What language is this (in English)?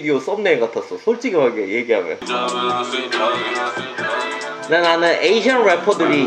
Korean